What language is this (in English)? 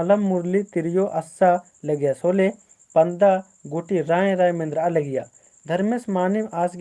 Kurukh